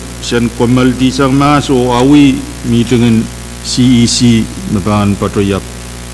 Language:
Pohnpeian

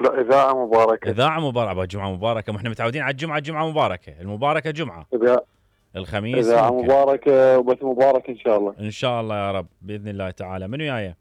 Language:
Mesopotamian Arabic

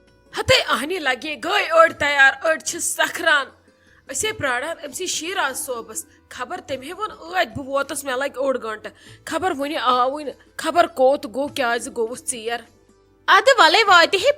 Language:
Kashmiri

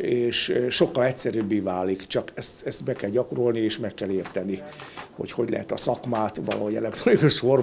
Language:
Hungarian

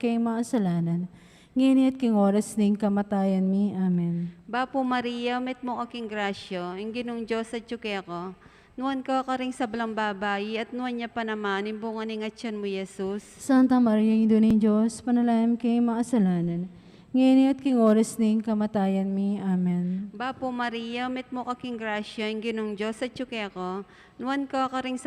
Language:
Pampanga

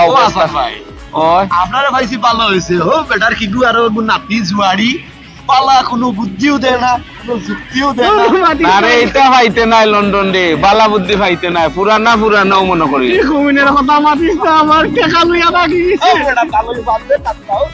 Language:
Sylheti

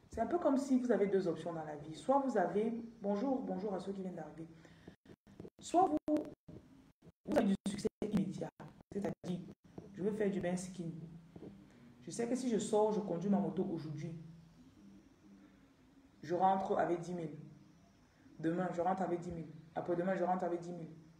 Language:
French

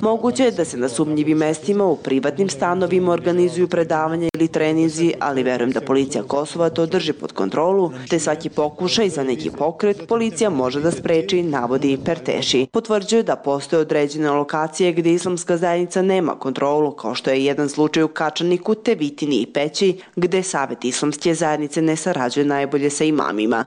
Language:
Serbian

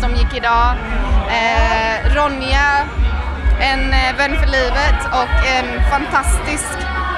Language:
Swedish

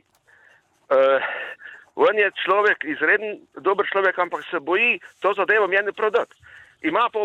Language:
Slovenian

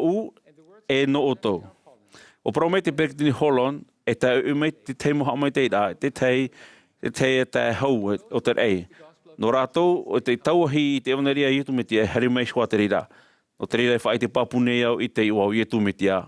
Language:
Tahitian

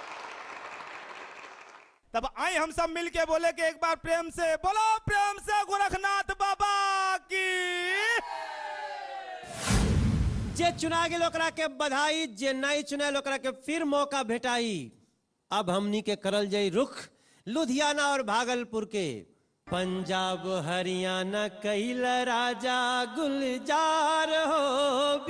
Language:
Bhojpuri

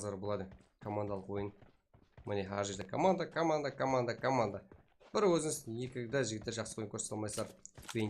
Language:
Kara-Kalpak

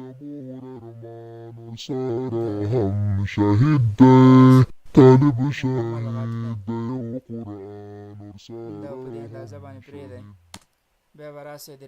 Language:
Pashto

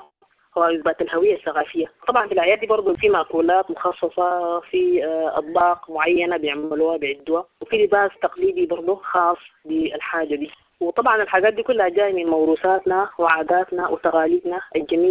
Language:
Sudanese Arabic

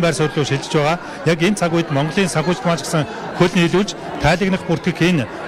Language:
Mongolian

